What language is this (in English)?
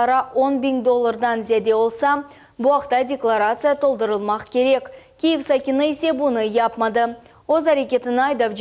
Crimean Tatar